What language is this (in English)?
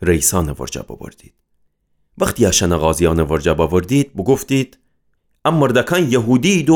Gilaki